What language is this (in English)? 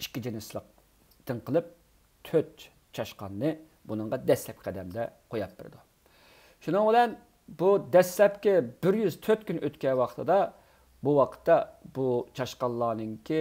Uyghur